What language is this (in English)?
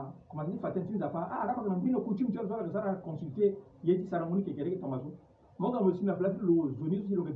Sango